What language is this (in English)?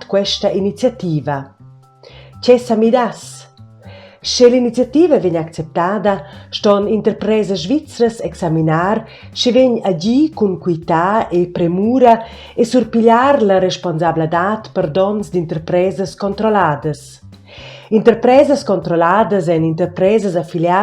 Romansh